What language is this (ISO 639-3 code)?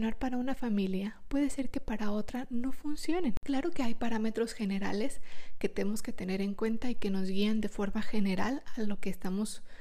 spa